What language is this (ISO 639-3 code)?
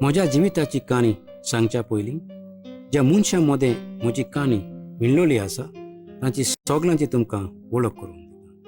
kok